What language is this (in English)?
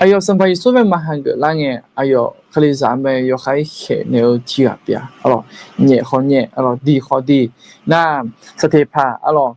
Akha